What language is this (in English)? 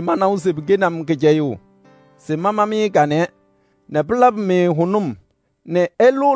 Kabiyè